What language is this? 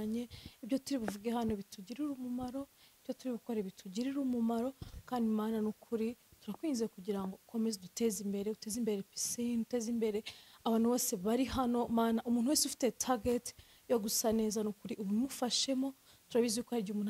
Kinyarwanda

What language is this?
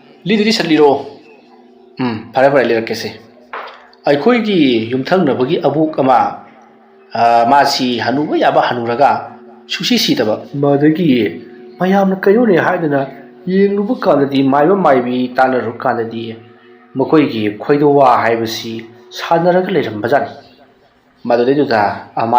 Manipuri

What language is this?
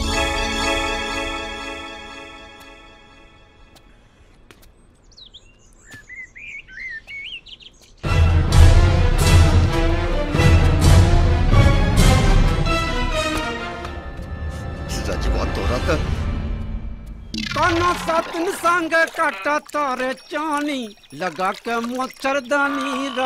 Bhojpuri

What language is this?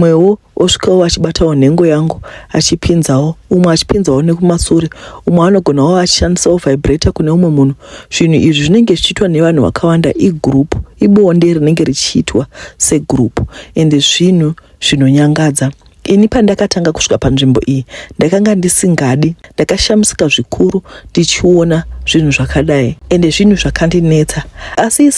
Shona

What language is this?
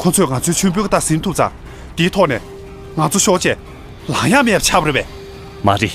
Tibetan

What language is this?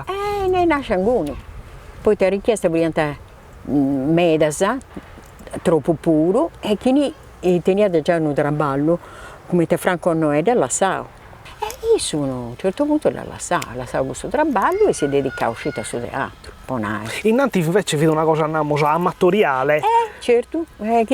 Sardinian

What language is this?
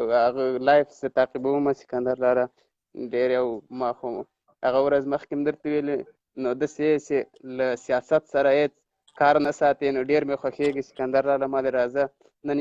Pashto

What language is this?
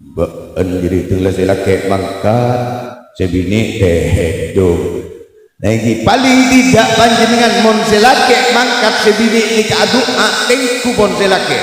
Madurese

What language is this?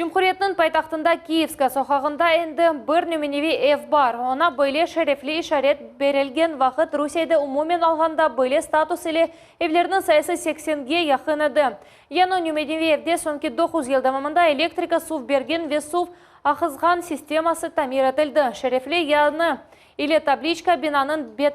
Crimean Tatar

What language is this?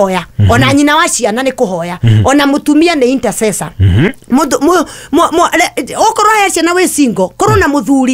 Kikuyu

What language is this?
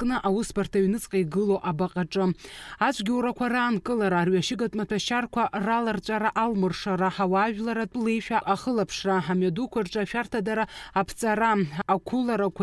Abkhazian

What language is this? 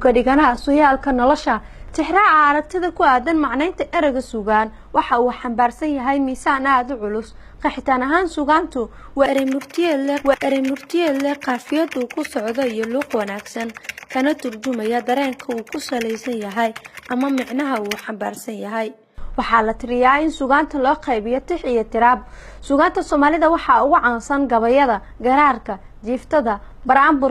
Somali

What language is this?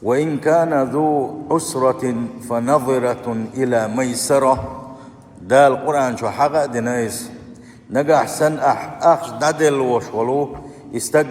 Chechen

